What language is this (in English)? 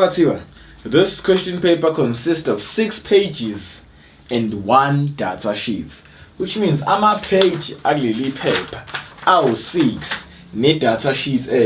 Zulu